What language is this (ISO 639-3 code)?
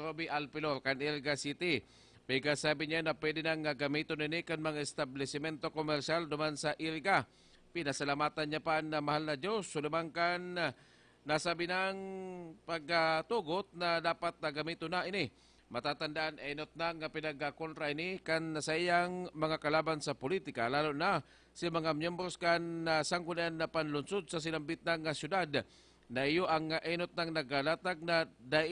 bik